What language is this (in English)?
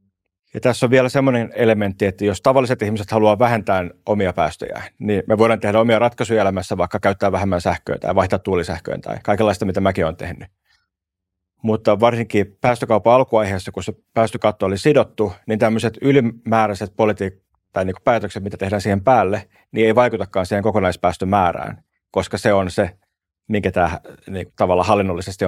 Finnish